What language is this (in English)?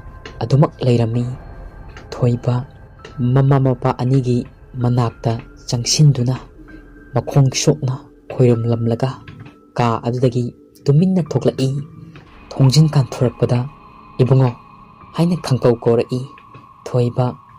Manipuri